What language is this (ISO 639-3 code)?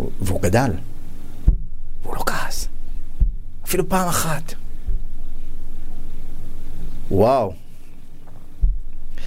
heb